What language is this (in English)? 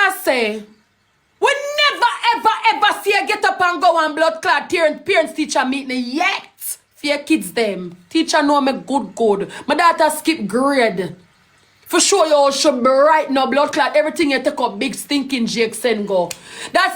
Jamaican Creole English